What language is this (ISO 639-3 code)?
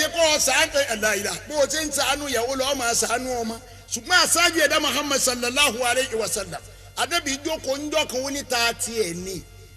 yor